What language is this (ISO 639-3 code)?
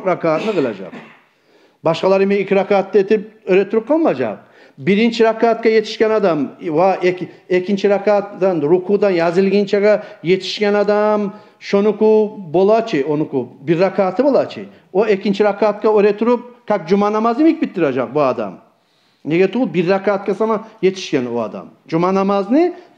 kum